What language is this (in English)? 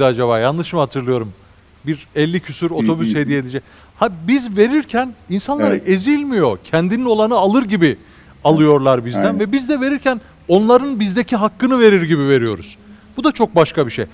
Turkish